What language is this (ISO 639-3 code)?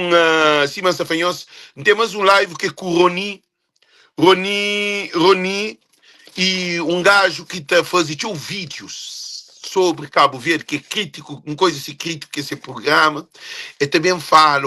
kea